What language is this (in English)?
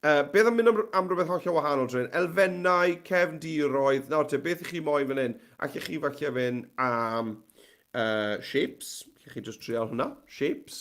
Welsh